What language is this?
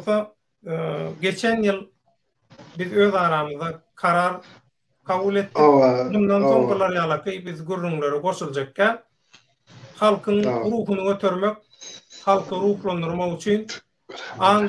Turkmen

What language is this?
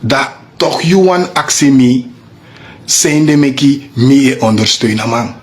Sranan Tongo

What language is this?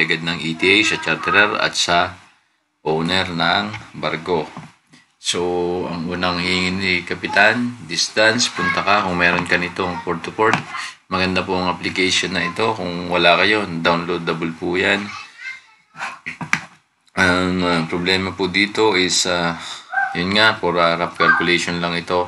Filipino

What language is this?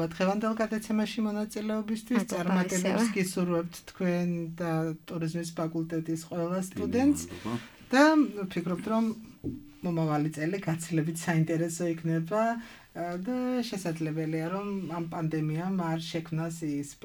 Georgian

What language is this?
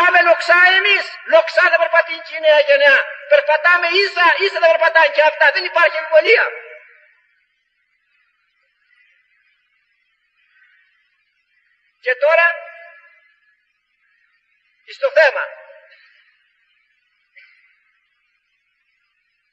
Greek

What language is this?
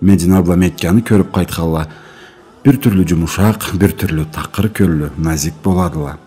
Karachay-Balkar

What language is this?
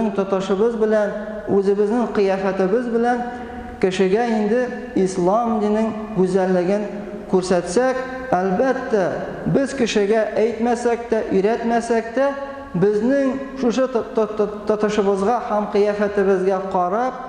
Tatar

